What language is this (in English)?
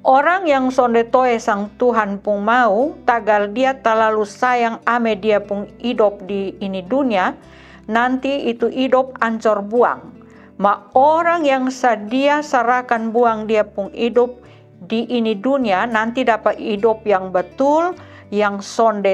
Kupang Malay